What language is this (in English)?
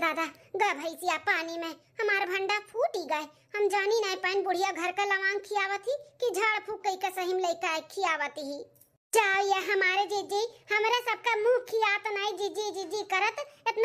Awadhi